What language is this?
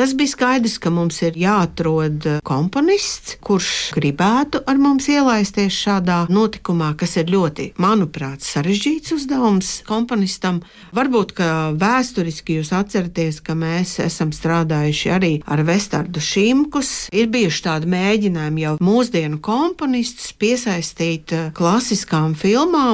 Latvian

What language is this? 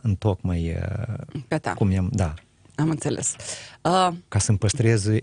Romanian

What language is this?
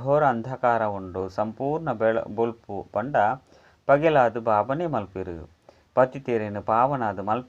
Tulu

